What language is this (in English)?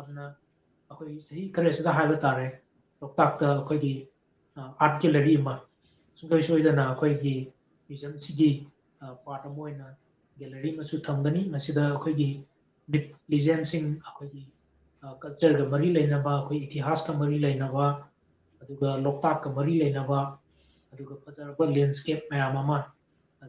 Manipuri